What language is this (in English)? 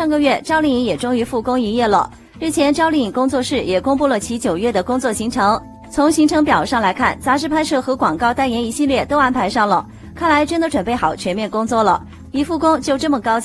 Chinese